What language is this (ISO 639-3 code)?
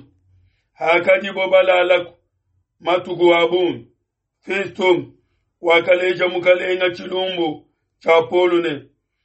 lua